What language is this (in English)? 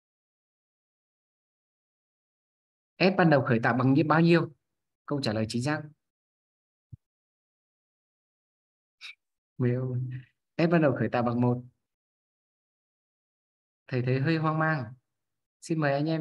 Vietnamese